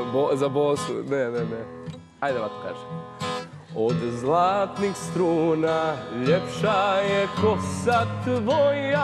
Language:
Serbian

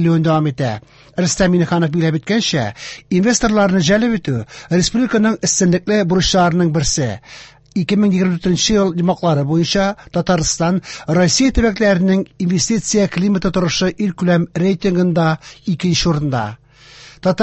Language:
Tatar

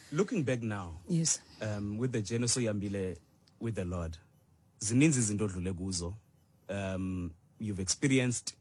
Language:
Xhosa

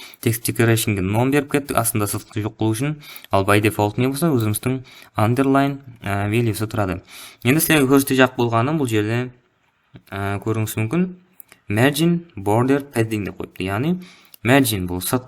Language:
Kara-Kalpak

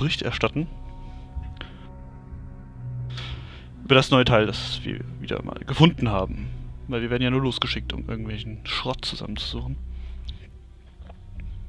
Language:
German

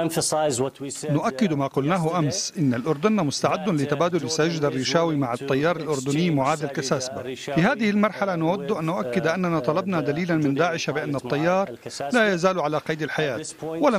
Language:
Arabic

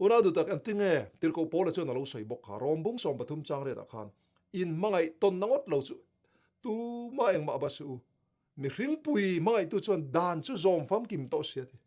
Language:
Mizo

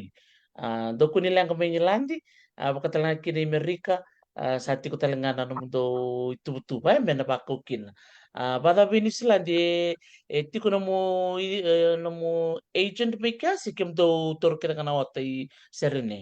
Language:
Fijian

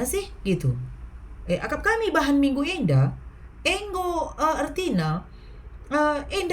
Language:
Batak Karo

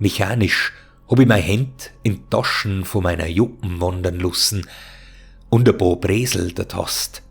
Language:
Bavarian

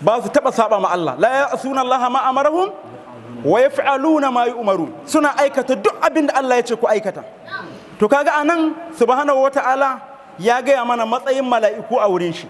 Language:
Hausa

